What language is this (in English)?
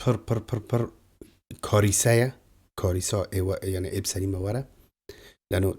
Kurdish